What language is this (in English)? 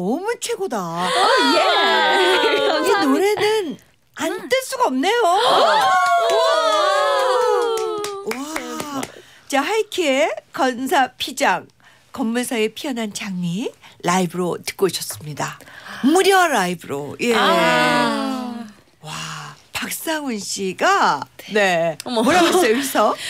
Korean